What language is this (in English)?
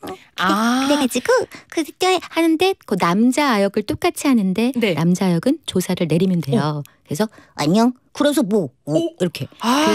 Korean